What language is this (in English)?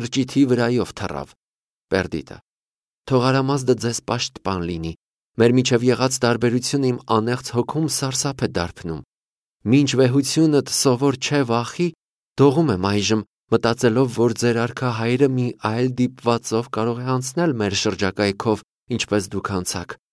Armenian